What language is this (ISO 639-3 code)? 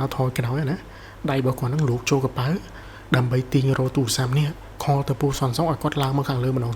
khm